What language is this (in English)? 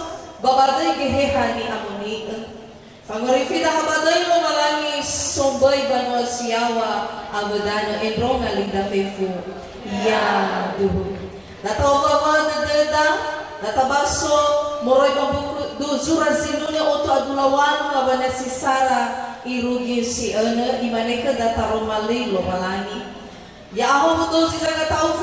Nias